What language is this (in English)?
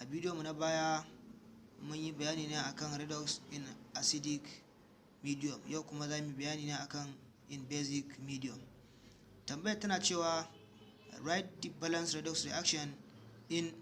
Hausa